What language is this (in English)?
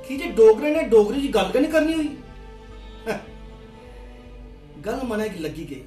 Dogri